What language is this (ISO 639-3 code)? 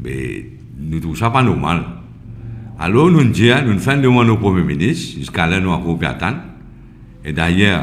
mfe